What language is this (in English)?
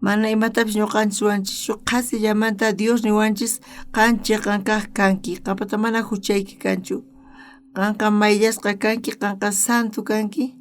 South Bolivian Quechua